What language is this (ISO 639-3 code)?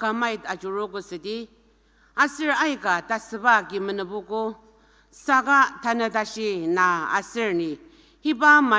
njo